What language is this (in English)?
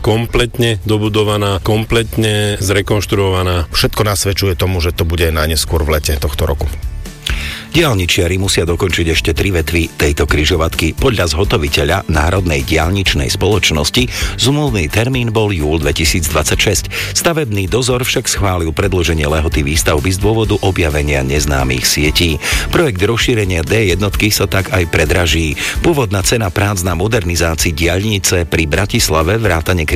Slovak